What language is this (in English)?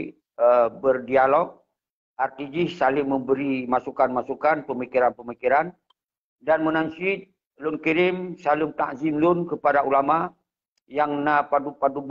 Achinese